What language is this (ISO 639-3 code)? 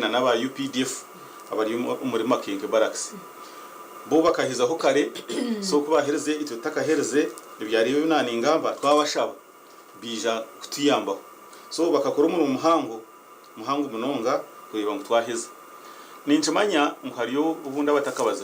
nyn